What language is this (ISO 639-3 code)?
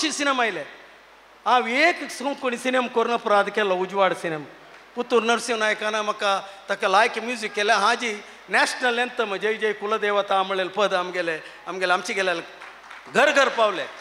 kok